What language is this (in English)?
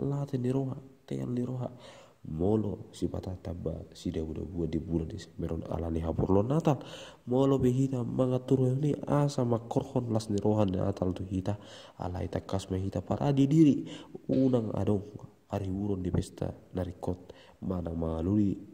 Batak Toba